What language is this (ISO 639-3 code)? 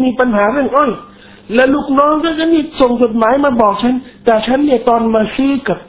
tha